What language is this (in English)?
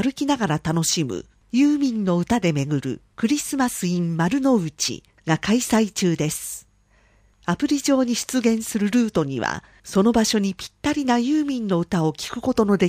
Japanese